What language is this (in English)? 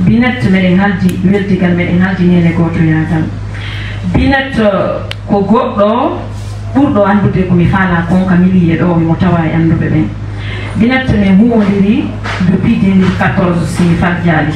Fula